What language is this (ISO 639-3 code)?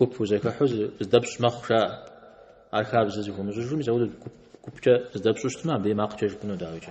kbd